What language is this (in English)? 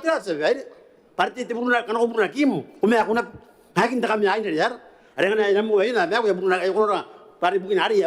Gilbertese